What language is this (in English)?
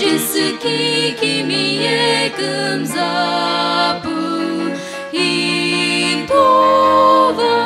Sumi Naga